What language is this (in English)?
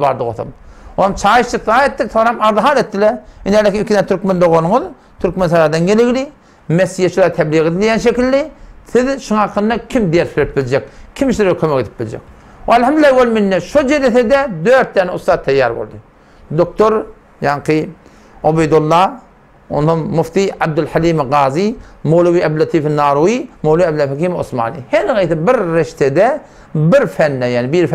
Turkmen